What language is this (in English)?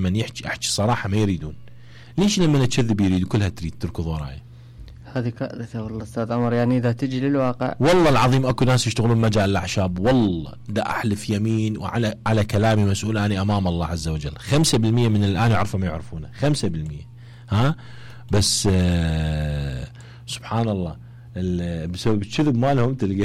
Mesopotamian Arabic